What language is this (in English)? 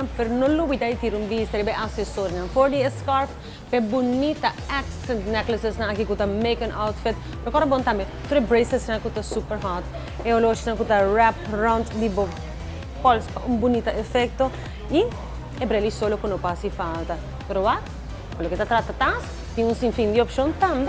Papiamento